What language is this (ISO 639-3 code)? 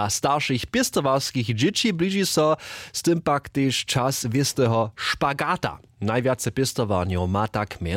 hsb